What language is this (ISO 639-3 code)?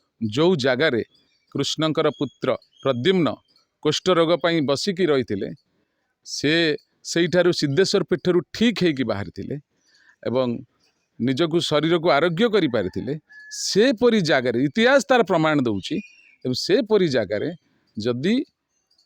ori